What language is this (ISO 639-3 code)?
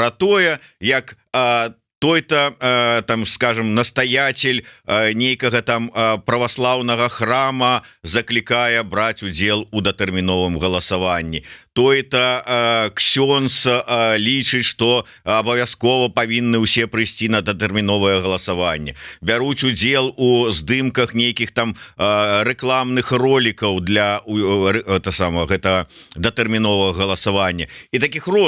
bel